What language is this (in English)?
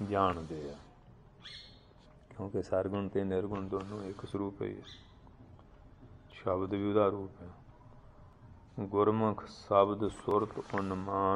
Punjabi